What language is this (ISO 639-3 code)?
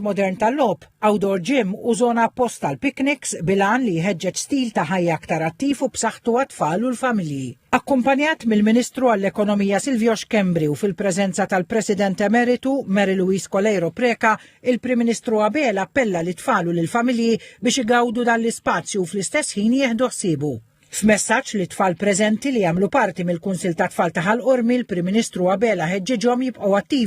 mlt